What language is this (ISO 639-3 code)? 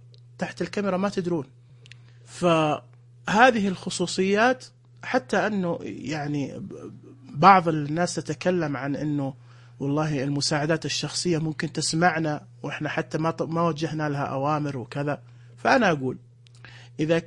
ars